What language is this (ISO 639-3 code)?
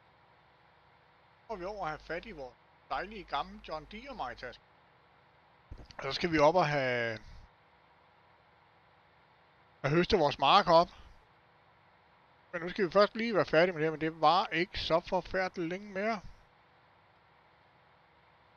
dan